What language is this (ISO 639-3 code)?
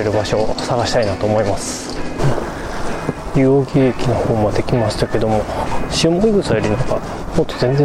jpn